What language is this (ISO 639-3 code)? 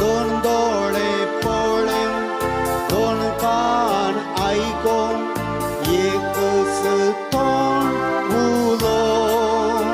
kok